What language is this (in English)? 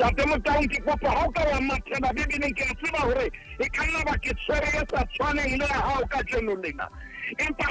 Southern Sotho